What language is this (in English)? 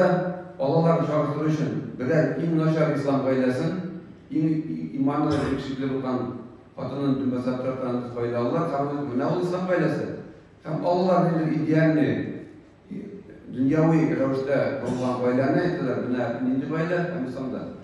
Tatar